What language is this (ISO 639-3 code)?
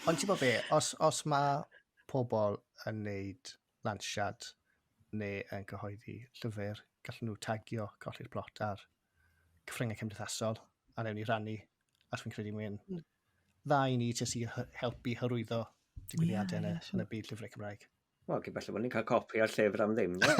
cym